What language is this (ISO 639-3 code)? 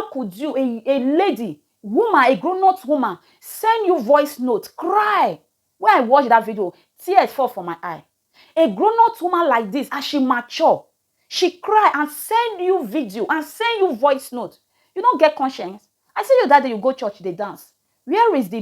pcm